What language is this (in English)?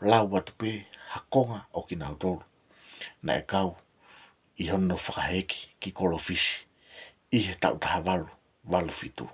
Tongan